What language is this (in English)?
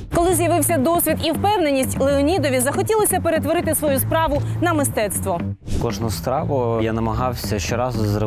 Ukrainian